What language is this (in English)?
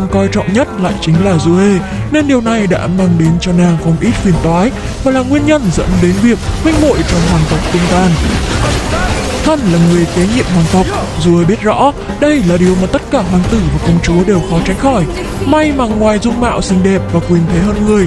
Vietnamese